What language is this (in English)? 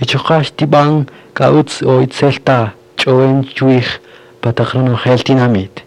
Kaqchikel